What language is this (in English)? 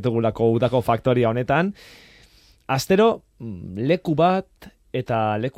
Basque